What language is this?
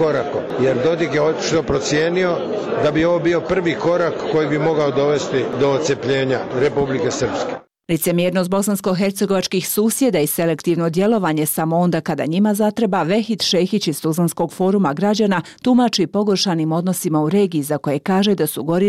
Bosnian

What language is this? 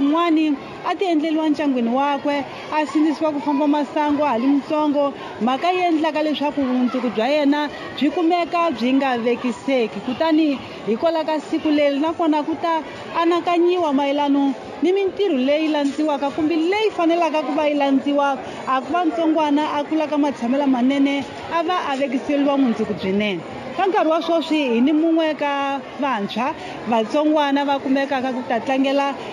Tsonga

